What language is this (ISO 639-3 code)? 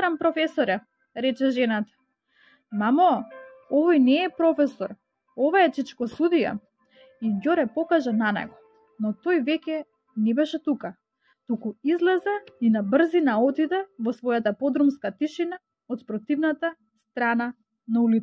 mkd